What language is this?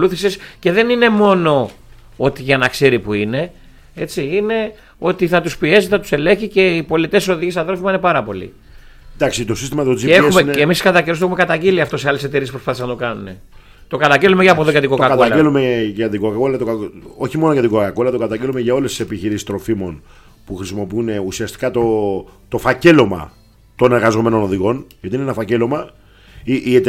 Greek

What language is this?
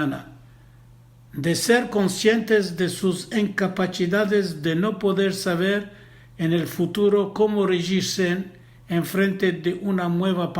Ladino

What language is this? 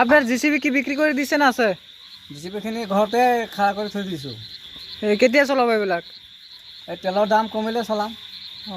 Assamese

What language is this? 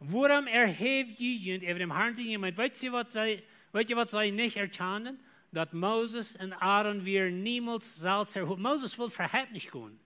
Plautdietsch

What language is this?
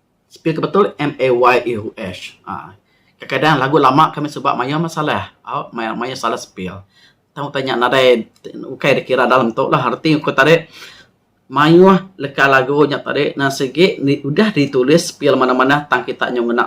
Iban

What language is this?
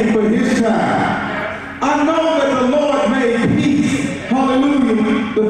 English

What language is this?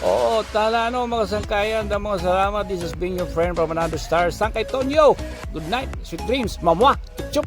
Waray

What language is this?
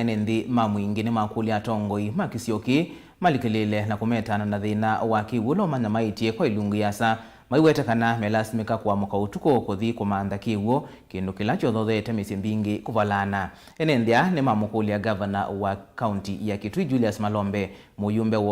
Kamba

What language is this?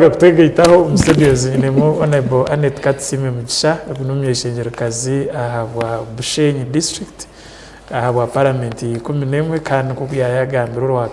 Nyankole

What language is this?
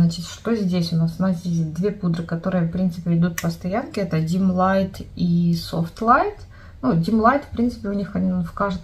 Russian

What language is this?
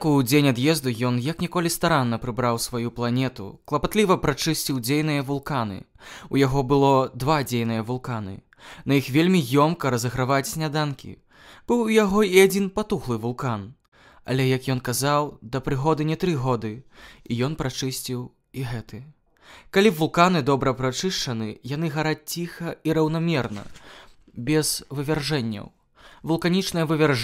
Belarusian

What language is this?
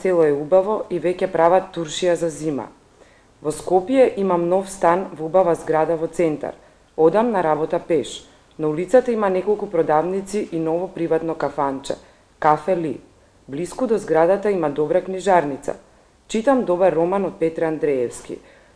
Macedonian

